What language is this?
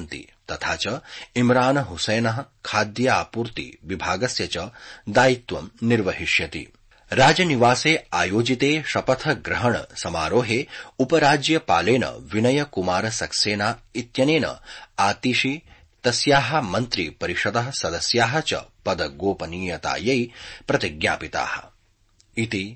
Sanskrit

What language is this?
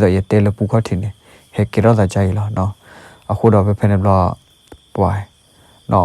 S'gaw Karen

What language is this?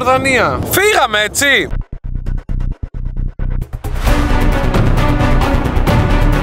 Greek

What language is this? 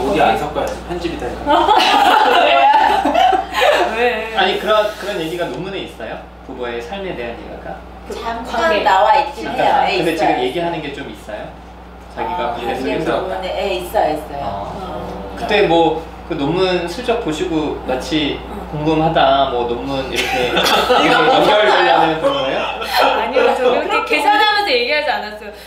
Korean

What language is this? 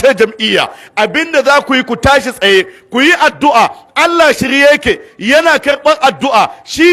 Hausa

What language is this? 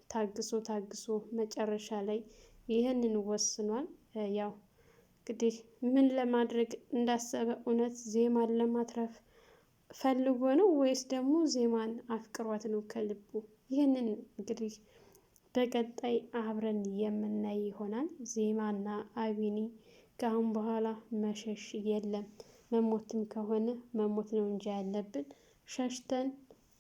Amharic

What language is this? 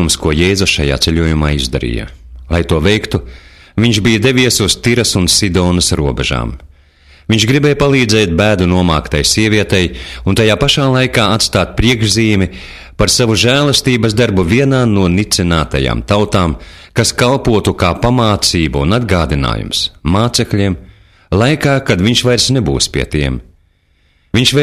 Latvian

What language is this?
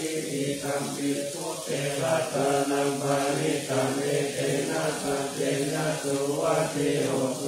Pali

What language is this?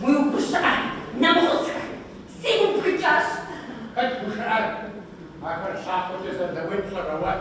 Kabardian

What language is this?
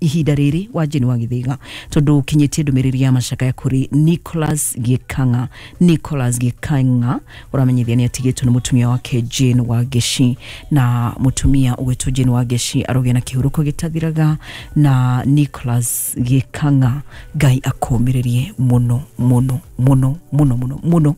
Kikuyu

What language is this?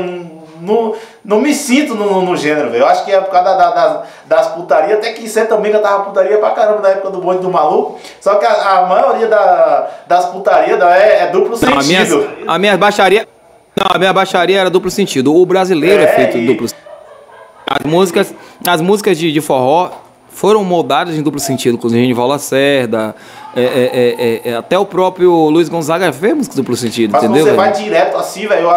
Portuguese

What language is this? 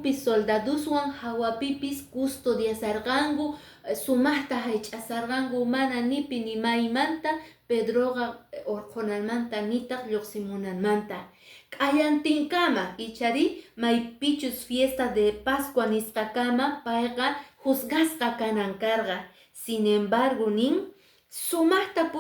Quechua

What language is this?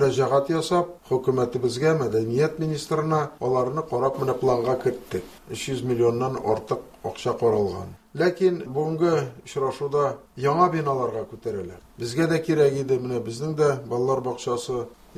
Tatar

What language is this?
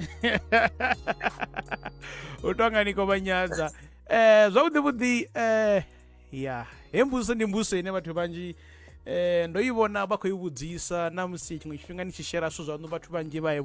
Venda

